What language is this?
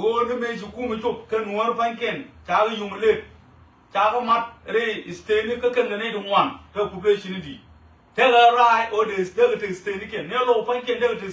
Nuer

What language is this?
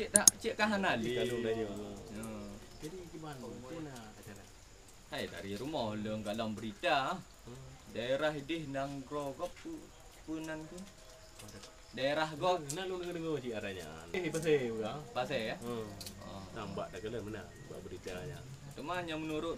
Achinese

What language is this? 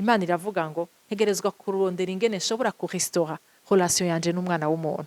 Rundi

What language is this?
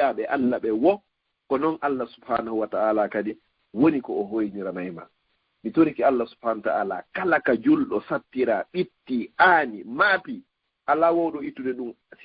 Fula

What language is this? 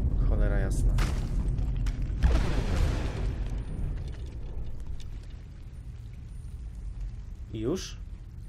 Polish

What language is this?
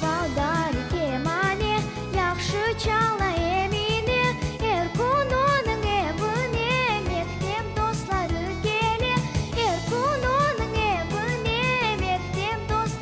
Crimean Tatar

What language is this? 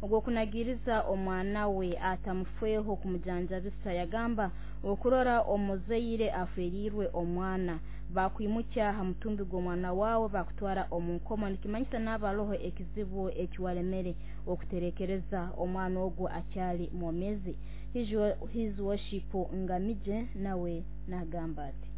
Nyoro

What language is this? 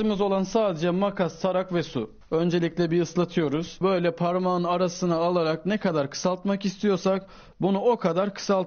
Turkish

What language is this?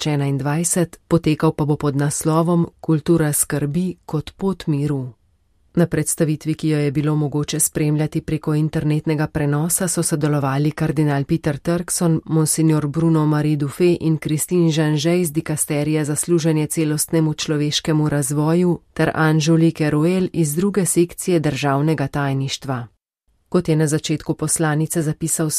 Slovenian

